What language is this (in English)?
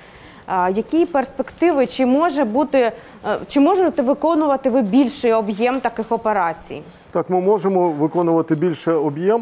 Ukrainian